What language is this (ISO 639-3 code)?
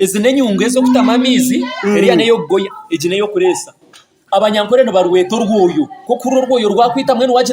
nyn